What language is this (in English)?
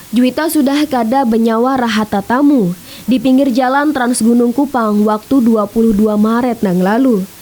Banjar